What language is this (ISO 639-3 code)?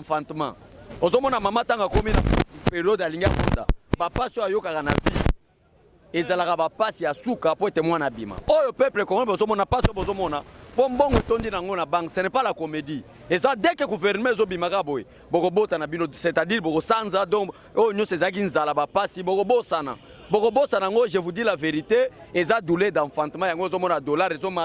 lin